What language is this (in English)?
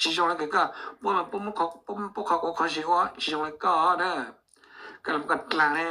Hmong